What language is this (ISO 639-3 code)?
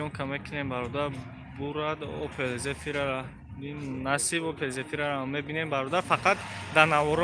tgk